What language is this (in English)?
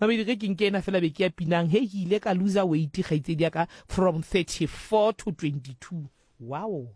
Southern Sotho